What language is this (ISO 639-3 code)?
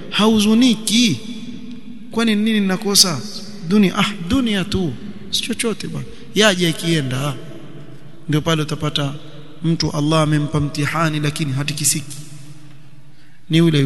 swa